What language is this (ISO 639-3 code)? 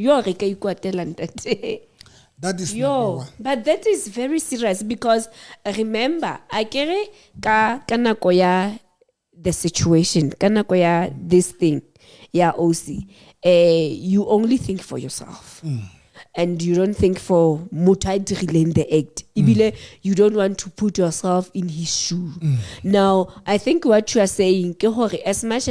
sot